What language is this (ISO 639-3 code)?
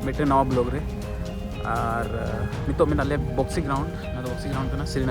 sat